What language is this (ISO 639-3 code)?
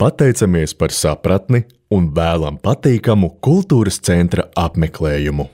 lav